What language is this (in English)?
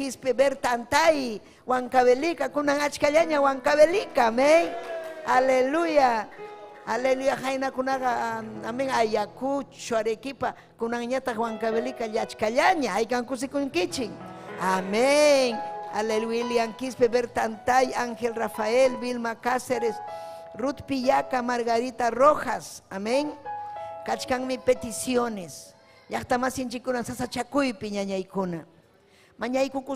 Ayacucho Quechua